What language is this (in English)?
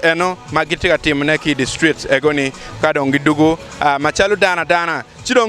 Acoli